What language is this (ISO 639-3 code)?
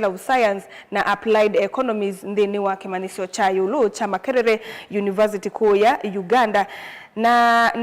kam